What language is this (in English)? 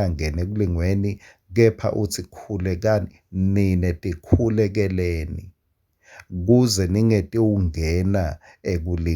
Swati